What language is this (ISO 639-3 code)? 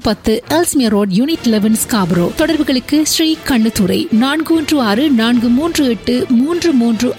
tam